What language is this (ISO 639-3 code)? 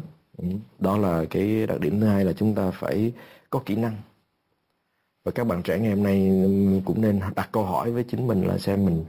vie